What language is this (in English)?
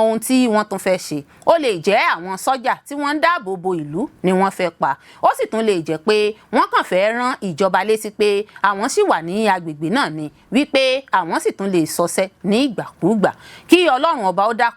Yoruba